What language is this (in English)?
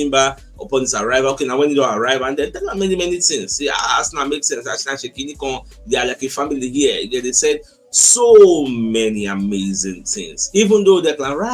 Nigerian Pidgin